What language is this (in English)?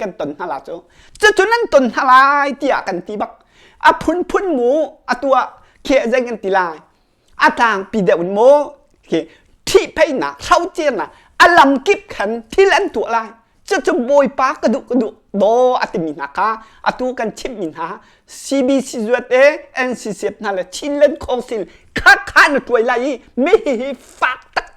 Hakha Chin